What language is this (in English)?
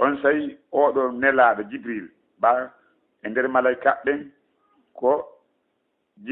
Fula